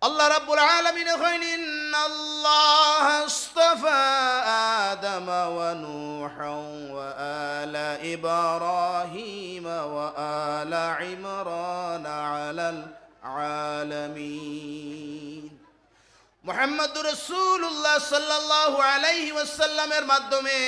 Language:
Sylheti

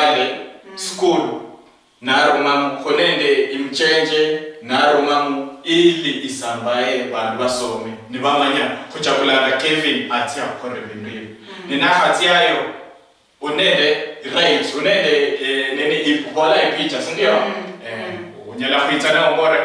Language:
Luyia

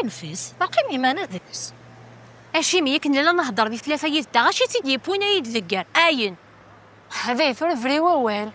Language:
Kabyle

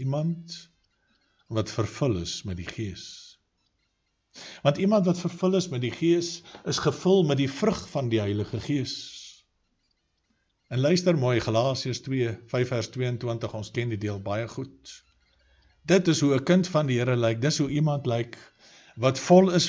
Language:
Afrikaans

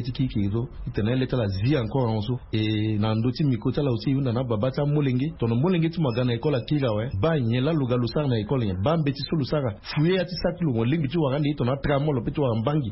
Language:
Sango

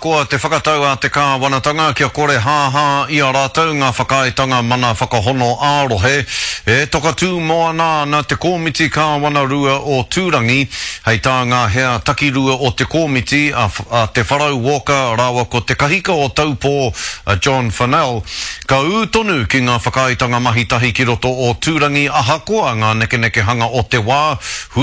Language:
Māori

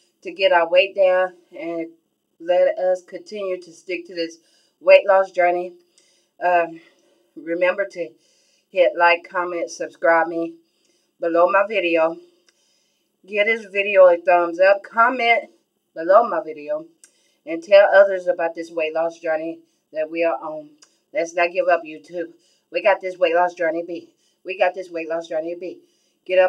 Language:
English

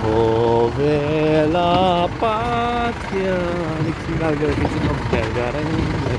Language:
Mizo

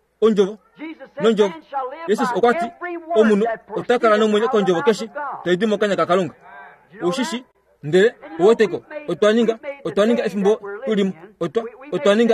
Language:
Kuanyama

